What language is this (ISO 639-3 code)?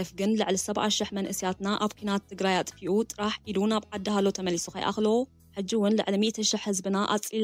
tir